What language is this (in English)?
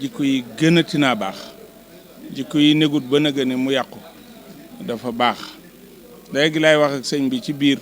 Wolof